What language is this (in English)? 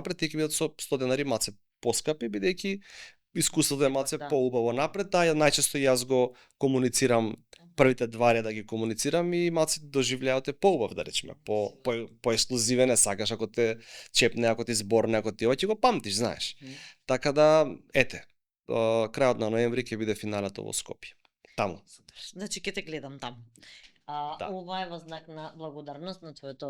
Macedonian